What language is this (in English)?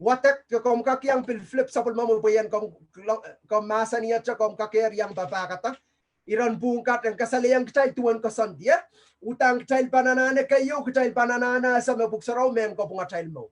Pohnpeian